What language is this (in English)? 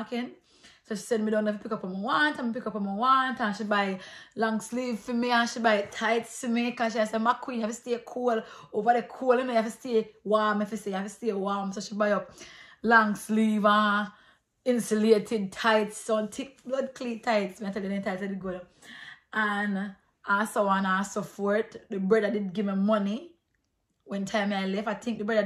Jamaican Creole English